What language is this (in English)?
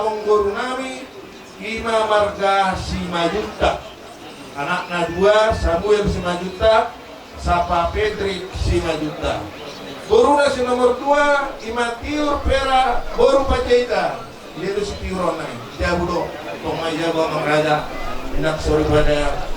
Batak Toba